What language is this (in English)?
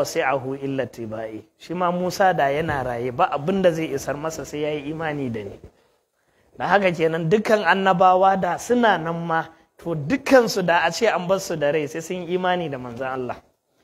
Hausa